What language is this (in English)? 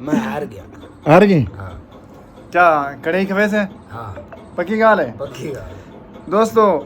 Saraiki